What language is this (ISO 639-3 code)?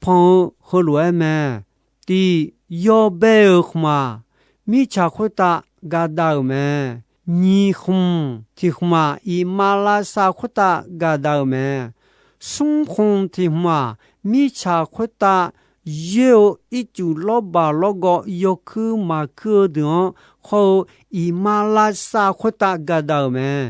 ahk